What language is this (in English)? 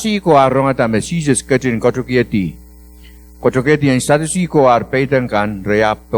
Pohnpeian